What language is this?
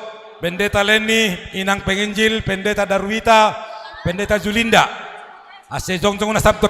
Batak Simalungun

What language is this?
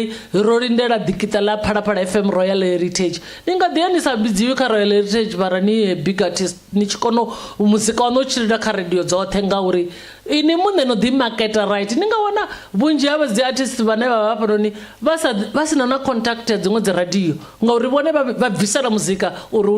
Venda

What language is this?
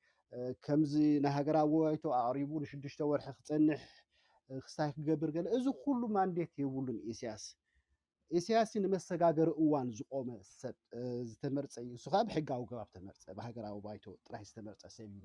Tigrinya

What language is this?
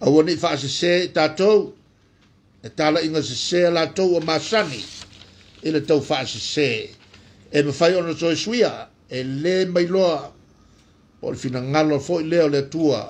Samoan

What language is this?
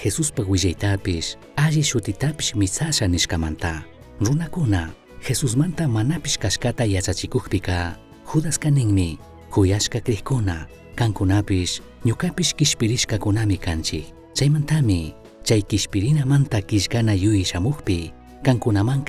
Chimborazo Highland Quichua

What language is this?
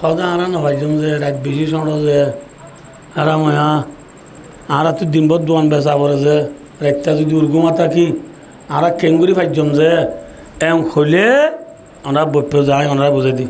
Rohingya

